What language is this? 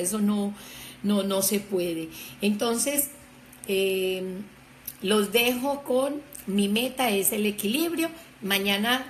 Spanish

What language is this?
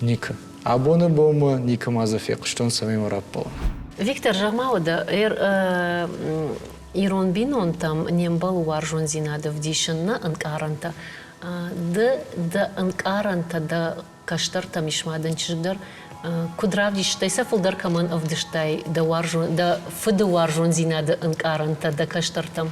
Ossetic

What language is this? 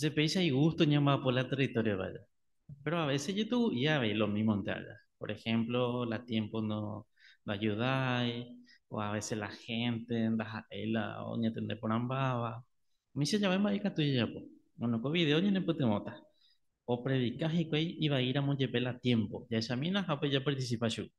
Guarani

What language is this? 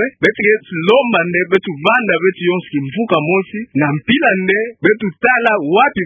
Kituba (Democratic Republic of Congo)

